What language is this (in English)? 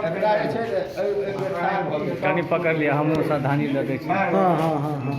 Maithili